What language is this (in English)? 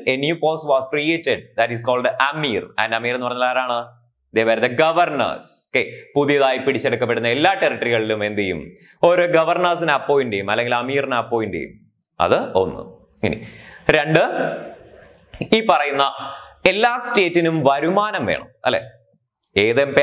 Malayalam